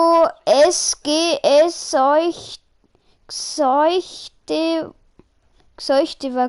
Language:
Bavarian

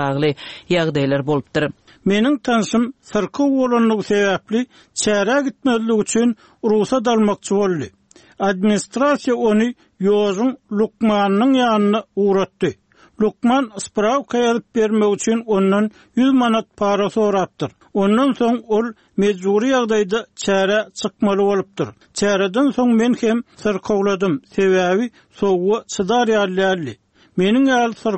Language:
Turkmen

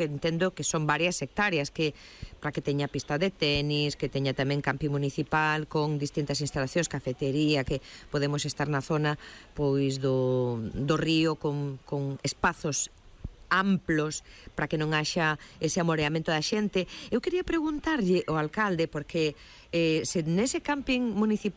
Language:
Galician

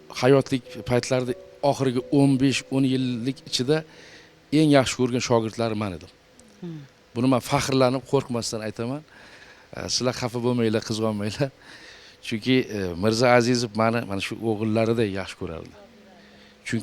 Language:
Uzbek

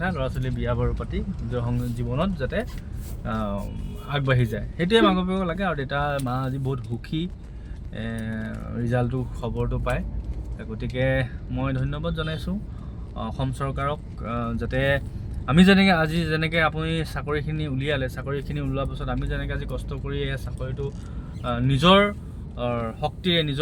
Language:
Assamese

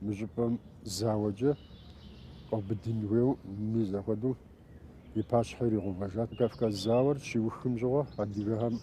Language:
Kabardian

